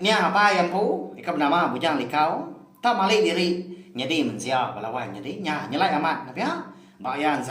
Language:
Iban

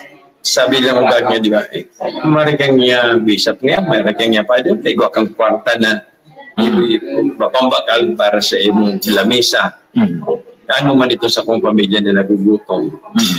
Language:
Bikol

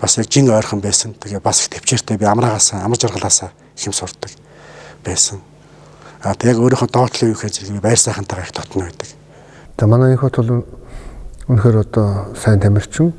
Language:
Mongolian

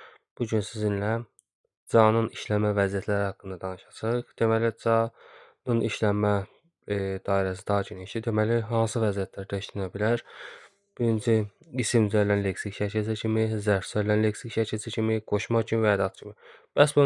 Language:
Azerbaijani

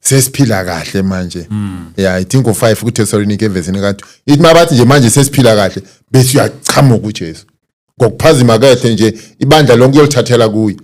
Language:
Zulu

